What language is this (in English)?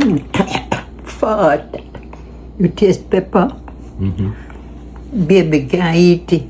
Jamaican Creole English